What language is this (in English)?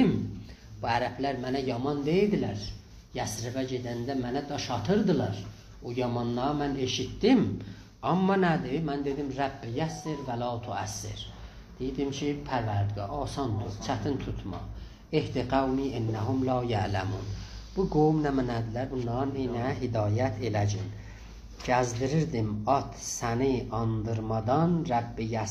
South Azerbaijani